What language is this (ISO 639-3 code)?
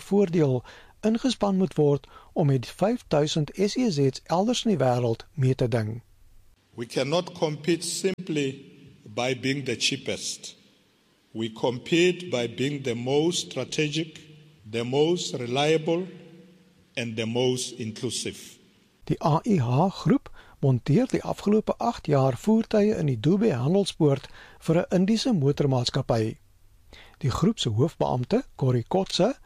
afr